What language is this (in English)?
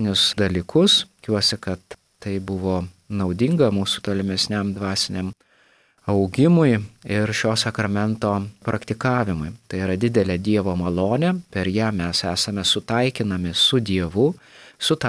Lithuanian